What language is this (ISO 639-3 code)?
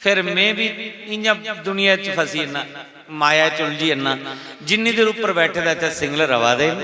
doi